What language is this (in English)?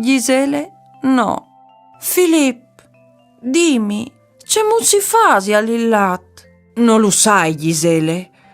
Friulian